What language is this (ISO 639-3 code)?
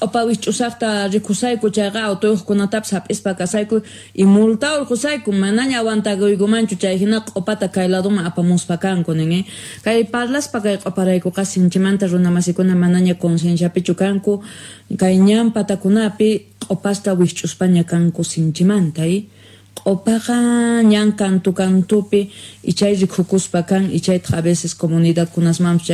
que